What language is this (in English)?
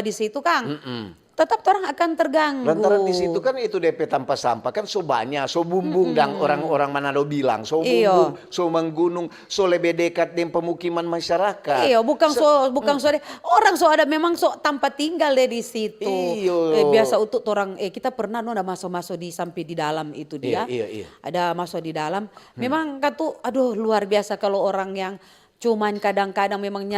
Manado Malay